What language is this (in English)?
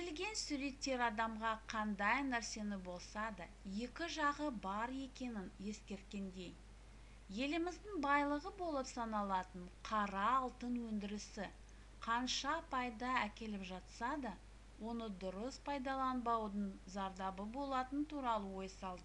Kazakh